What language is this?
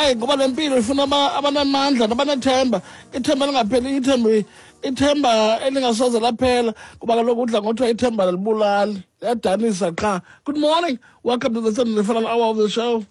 Xhosa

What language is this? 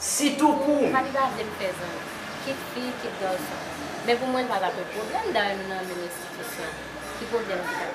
Haitian Creole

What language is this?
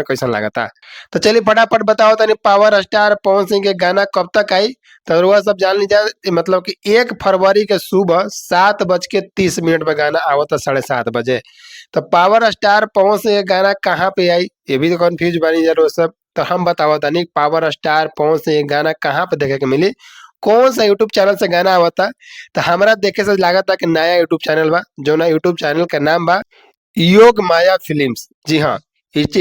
Bhojpuri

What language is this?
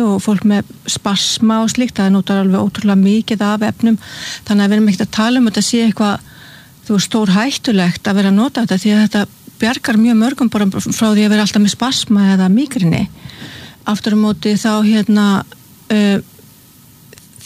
Icelandic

